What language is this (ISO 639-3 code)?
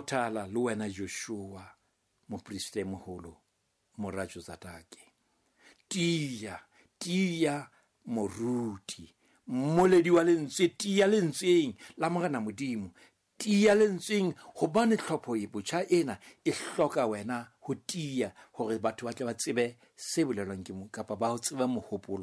sot